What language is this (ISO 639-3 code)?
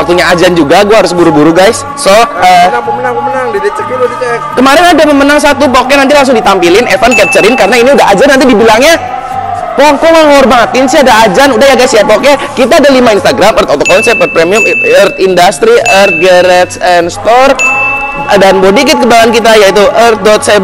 ind